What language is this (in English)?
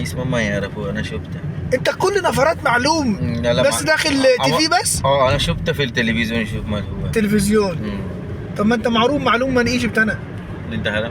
Egyptian Arabic